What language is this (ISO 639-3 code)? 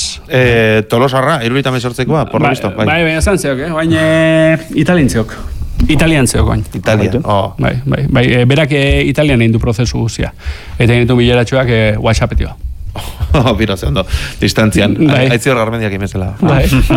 eus